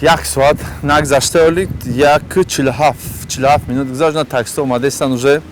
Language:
Tajik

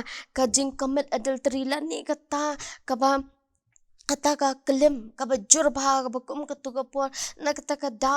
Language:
Khasi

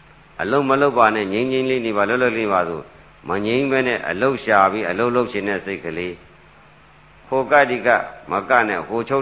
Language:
Burmese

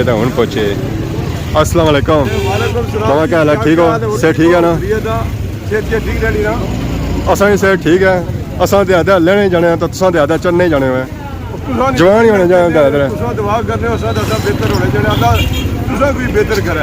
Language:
Pahari-Potwari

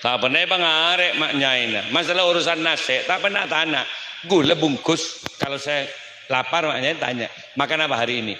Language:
Madurese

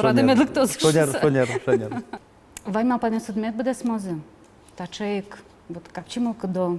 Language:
Udmurt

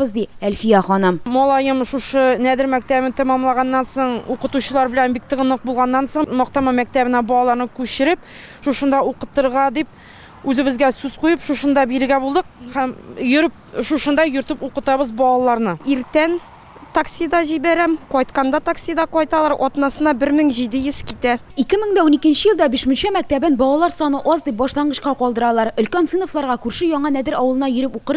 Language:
Tatar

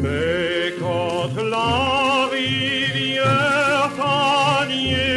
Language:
Morisyen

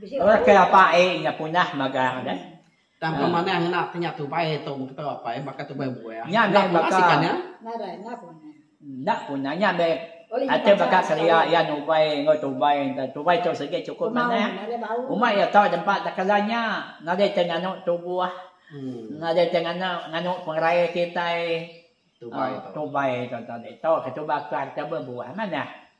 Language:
Iban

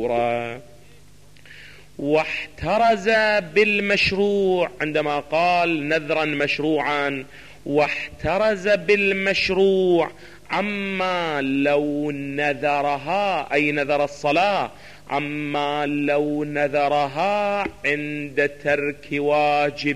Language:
Arabic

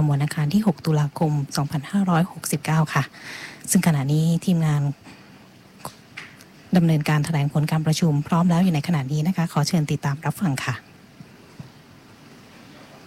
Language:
Thai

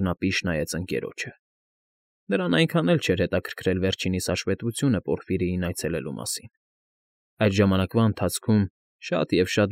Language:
Armenian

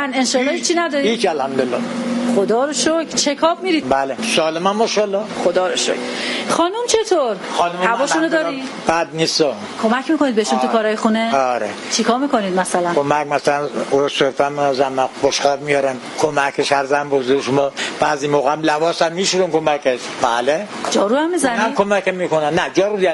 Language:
Persian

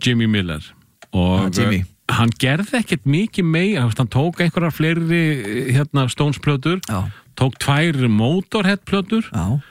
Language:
Icelandic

